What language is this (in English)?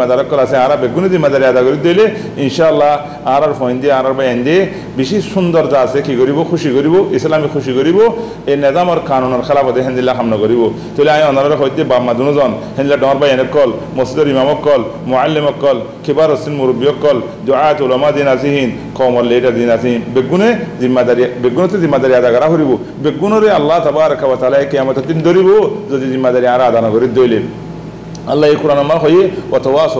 Rohingya